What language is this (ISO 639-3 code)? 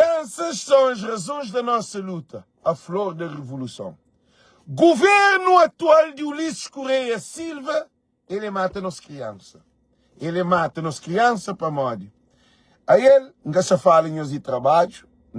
kea